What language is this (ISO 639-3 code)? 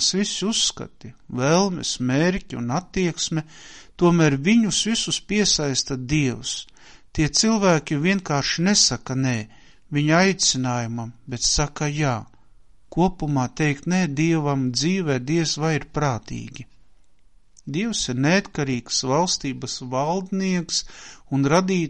lav